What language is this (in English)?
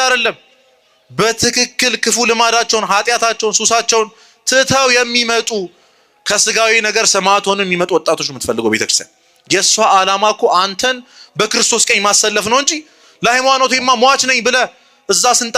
Amharic